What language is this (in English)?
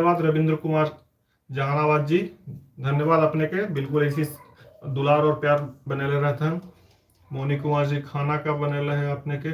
Magahi